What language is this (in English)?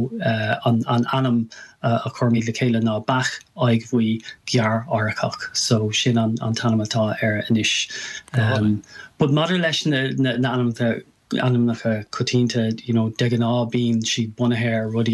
Irish